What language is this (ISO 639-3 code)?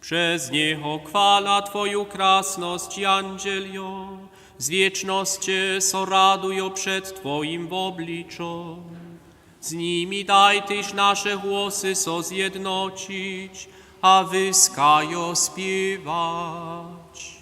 hsb